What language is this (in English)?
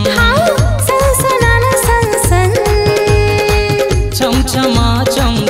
Chhattisgarhi